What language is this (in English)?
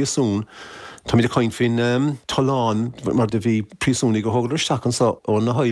Irish